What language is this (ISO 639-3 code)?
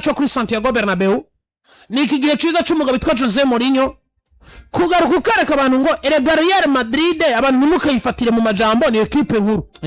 run